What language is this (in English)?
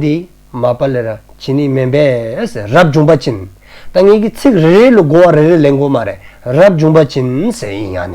Dzongkha